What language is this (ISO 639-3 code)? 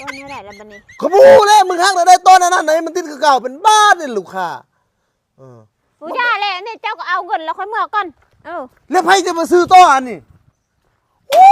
lao